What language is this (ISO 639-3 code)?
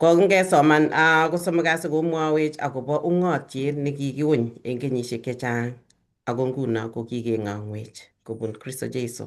kln